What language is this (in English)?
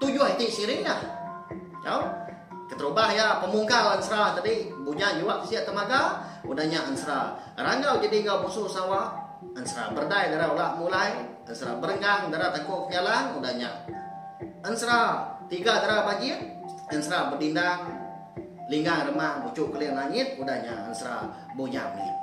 Iban